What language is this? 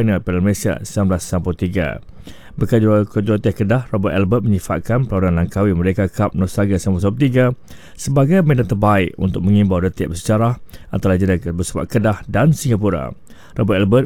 Malay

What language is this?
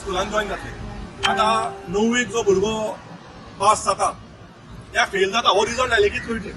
Konkani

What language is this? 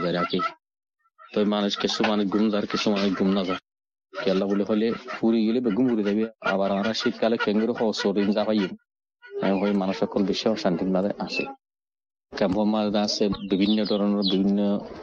Bangla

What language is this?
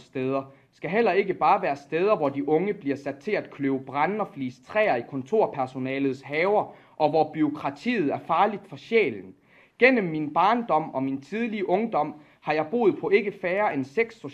Danish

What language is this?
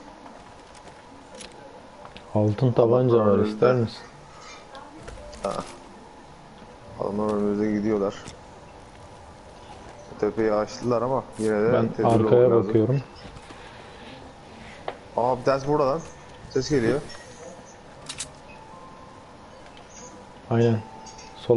Turkish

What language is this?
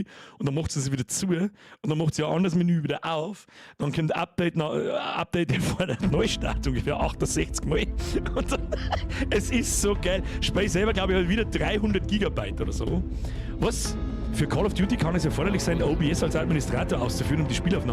Bavarian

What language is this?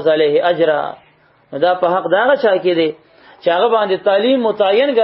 Pashto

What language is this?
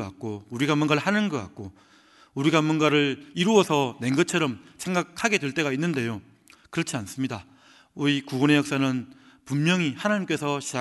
Korean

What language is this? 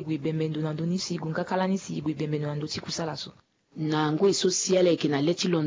Sango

